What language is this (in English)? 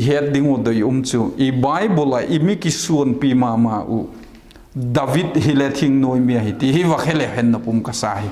Vaiphei